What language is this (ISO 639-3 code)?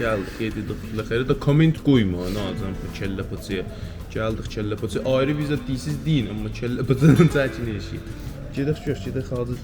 azb